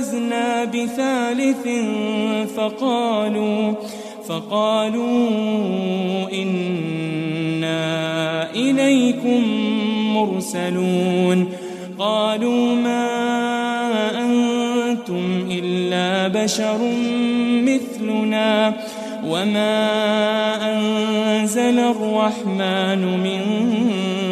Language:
Arabic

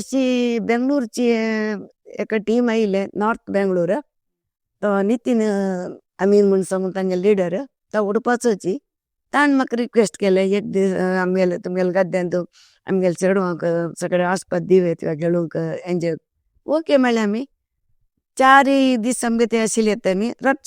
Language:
Konkani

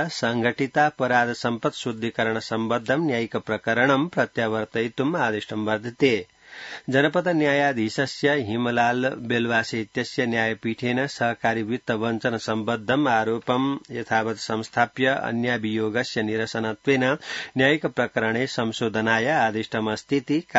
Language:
Sanskrit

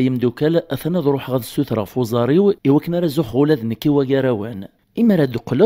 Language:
Kabyle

